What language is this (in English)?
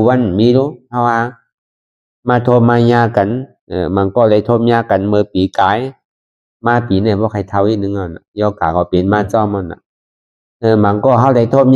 Shan